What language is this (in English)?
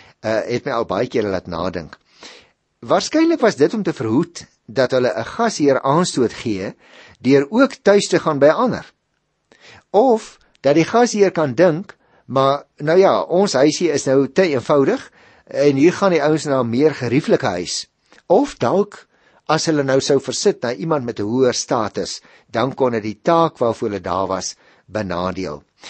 Afrikaans